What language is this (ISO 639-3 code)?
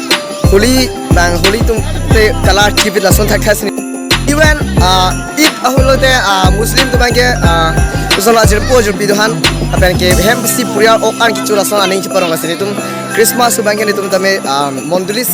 mjw